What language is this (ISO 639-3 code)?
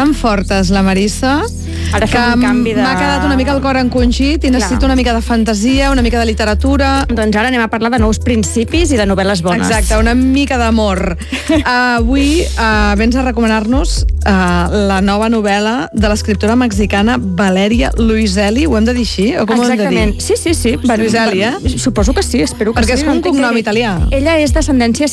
cat